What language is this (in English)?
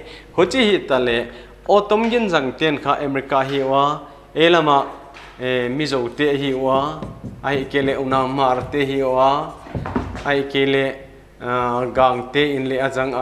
Paite Chin